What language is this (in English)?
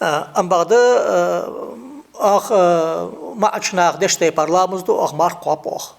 Ingush